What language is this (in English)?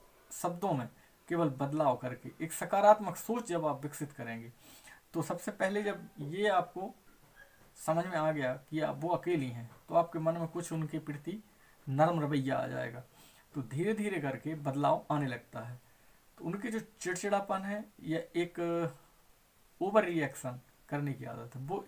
Hindi